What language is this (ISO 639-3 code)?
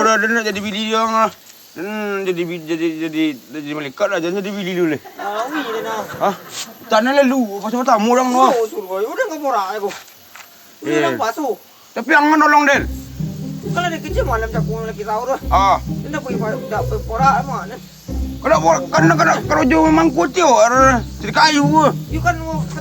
min